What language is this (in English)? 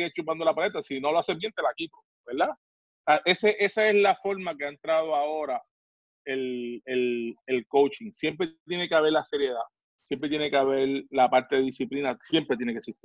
Spanish